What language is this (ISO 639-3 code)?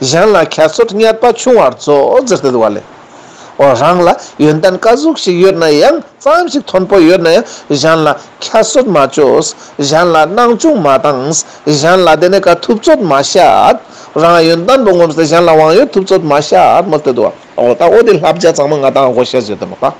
lbj